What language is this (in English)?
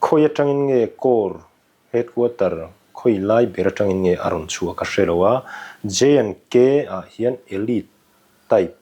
Mizo